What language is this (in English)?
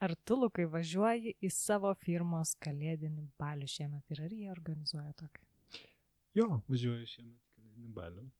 Lithuanian